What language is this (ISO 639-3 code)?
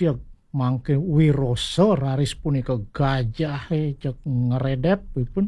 ban